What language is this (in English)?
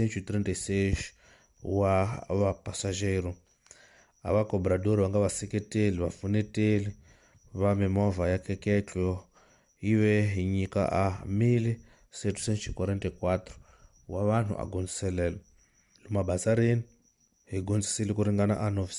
Tsonga